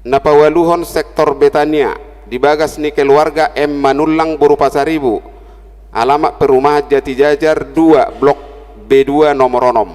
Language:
Batak Toba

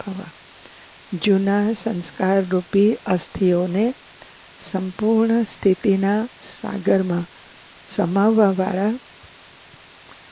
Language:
Gujarati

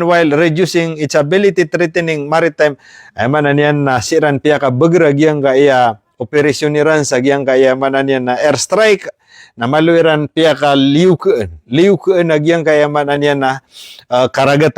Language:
Maranao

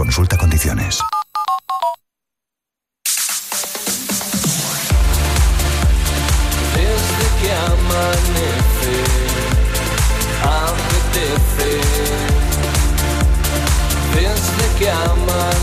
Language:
Spanish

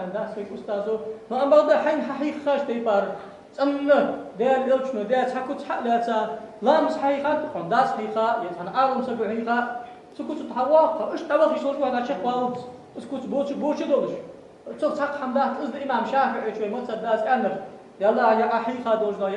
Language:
Ingush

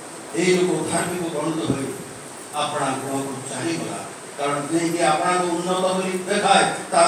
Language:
Odia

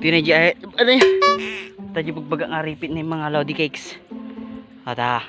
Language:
Iloko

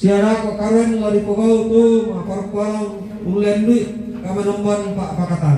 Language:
Toraja-Sa'dan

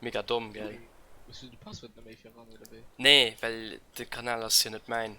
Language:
Luxembourgish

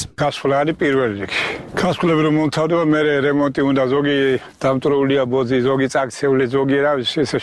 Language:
Georgian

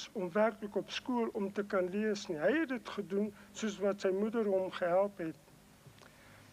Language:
Afrikaans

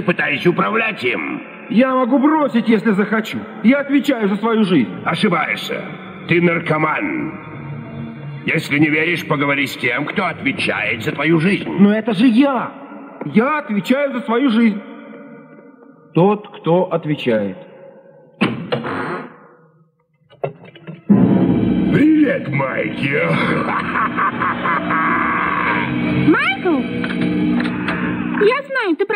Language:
Russian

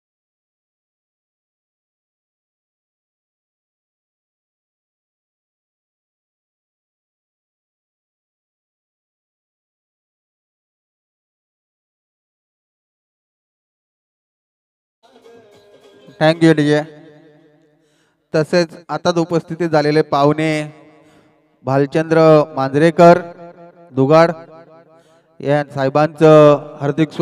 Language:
Marathi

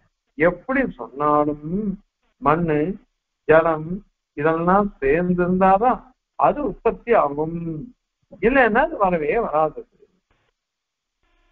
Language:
Tamil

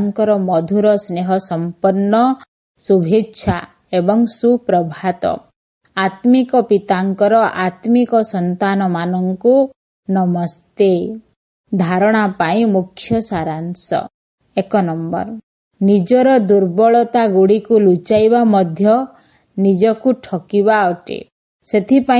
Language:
Odia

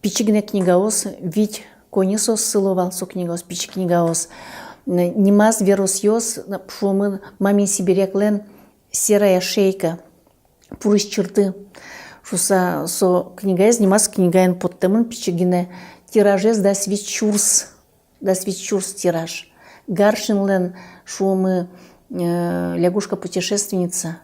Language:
Udmurt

